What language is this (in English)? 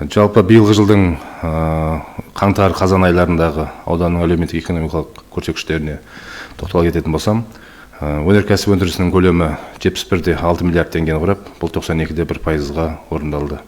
Kazakh